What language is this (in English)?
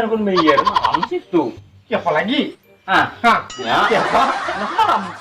Banjar